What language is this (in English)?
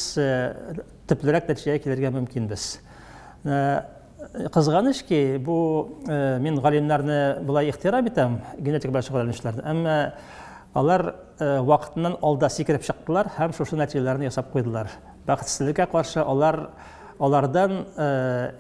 Tatar